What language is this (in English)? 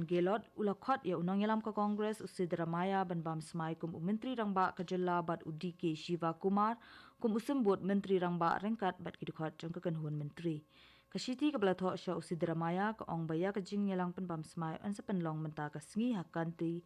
Khasi